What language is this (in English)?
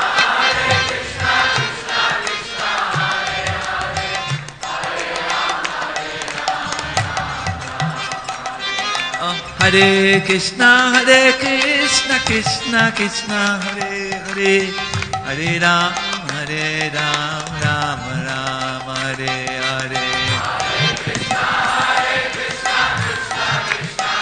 Hindi